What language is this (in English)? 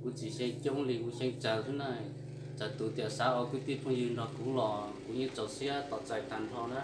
Hmong